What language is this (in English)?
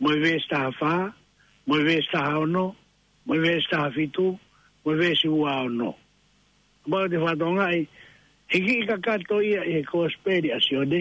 Tongan